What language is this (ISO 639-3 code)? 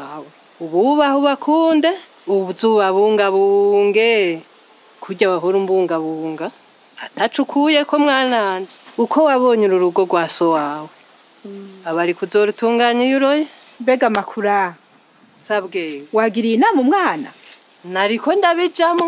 run